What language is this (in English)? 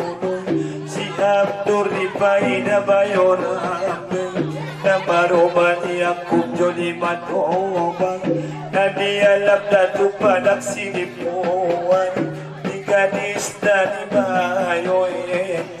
Batak Angkola